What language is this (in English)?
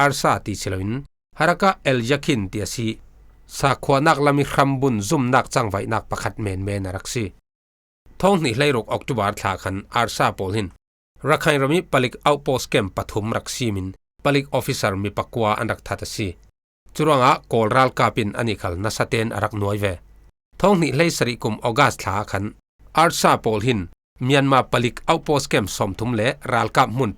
Falam Chin